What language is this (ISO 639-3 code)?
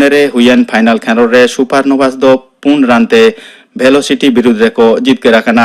sat